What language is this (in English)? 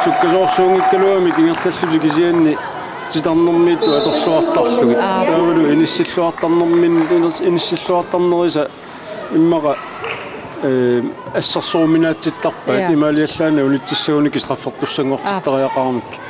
Kalaallisut